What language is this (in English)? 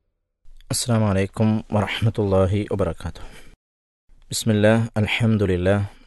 Malayalam